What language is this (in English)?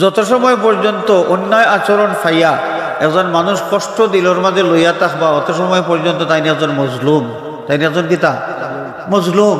Sylheti